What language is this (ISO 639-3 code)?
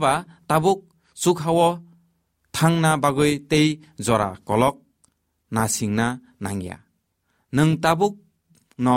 trp